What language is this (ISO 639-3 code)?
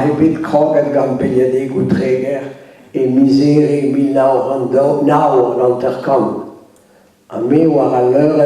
bre